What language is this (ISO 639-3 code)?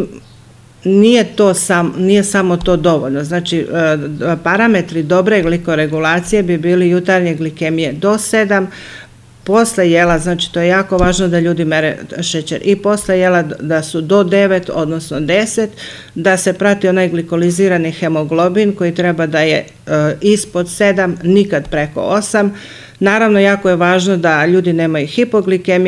srp